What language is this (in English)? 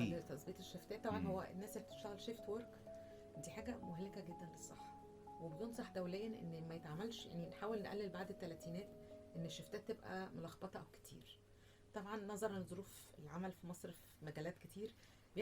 Egyptian Arabic